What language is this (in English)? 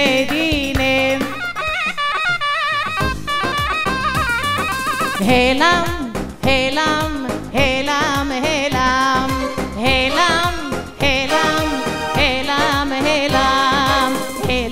Hebrew